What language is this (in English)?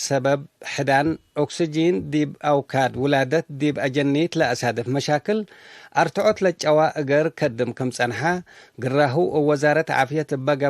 Tigre